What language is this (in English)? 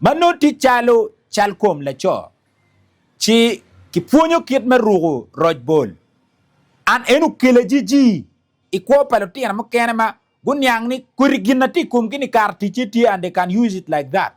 Acoli